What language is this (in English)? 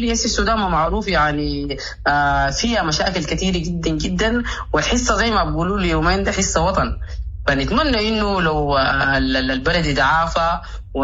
Sudanese Arabic